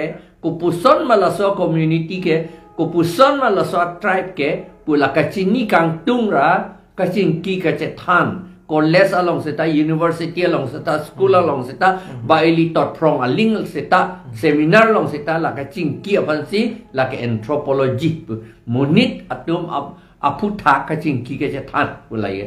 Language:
Karbi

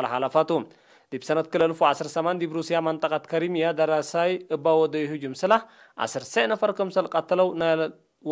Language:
Tigre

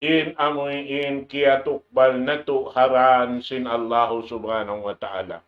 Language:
Tausug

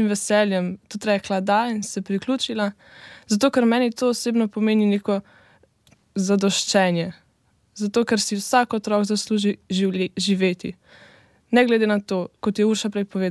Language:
Slovenian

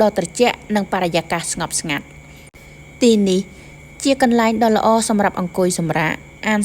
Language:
Khmer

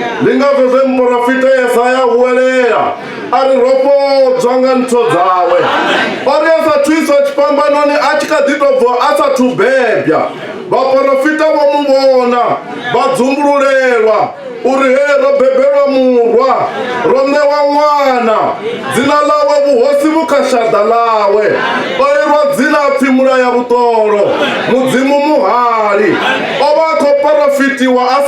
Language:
Venda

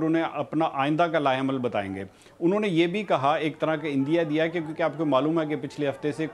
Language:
Urdu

